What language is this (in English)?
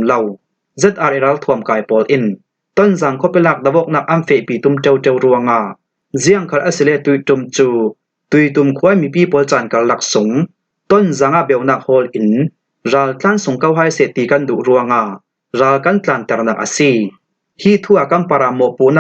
Falam Chin